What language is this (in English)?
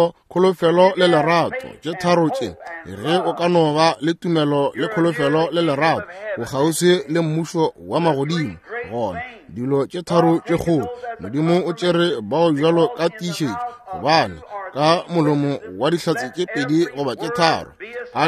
Northern Sotho